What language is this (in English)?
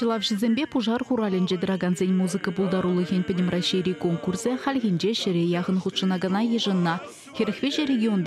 Chuvash